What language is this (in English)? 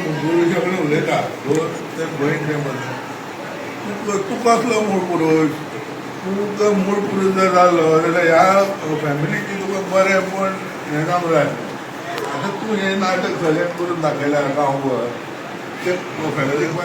Konkani